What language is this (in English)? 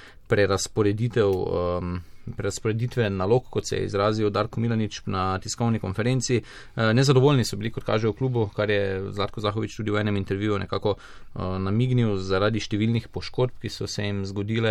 Slovenian